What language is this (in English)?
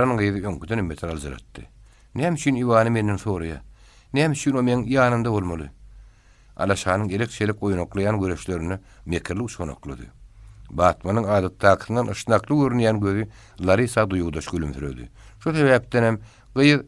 Turkmen